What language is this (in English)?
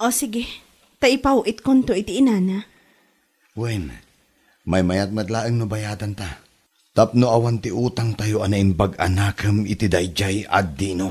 Iloko